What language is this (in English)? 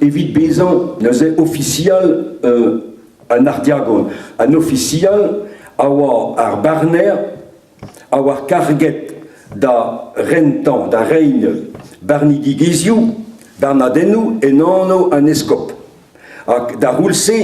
Breton